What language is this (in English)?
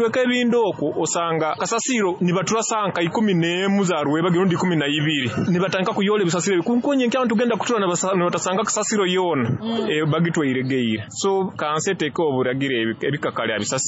Nyoro